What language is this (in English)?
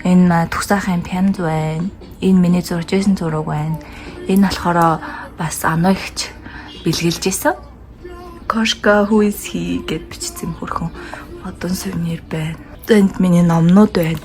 Mongolian